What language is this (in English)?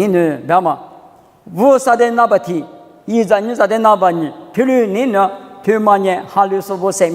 Lisu